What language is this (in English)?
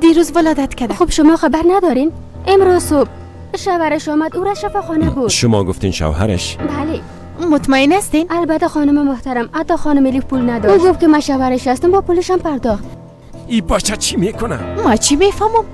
Persian